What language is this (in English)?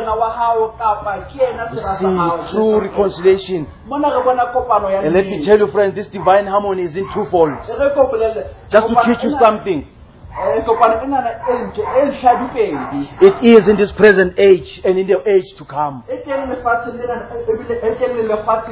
English